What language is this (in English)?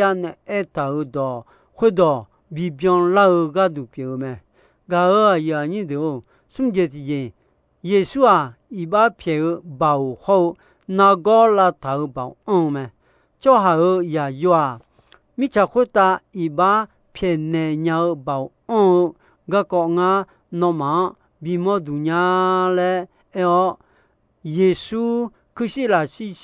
Akha